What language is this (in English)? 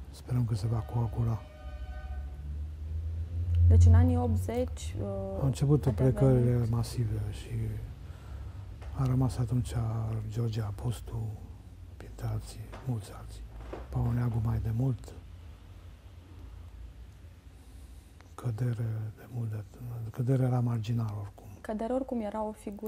Romanian